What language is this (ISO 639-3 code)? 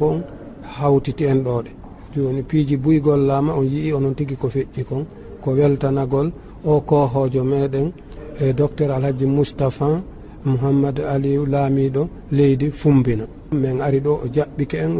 ful